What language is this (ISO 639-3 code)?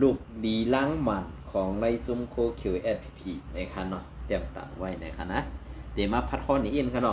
shn